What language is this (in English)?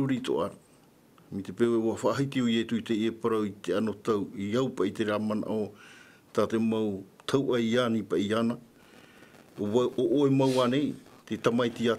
Tahitian